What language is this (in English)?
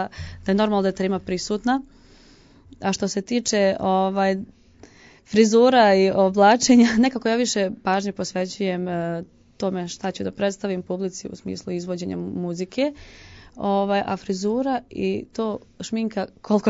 Serbian